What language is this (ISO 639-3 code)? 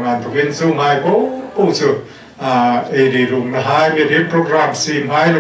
hmr